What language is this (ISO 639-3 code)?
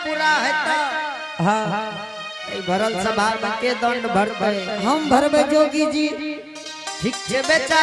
anp